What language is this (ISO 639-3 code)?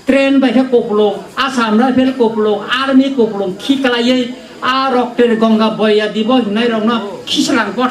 trp